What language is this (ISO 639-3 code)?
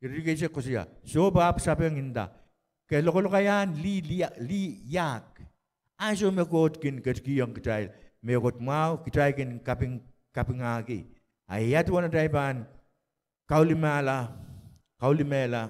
pon